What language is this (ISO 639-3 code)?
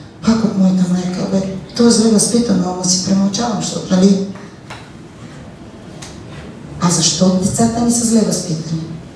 bul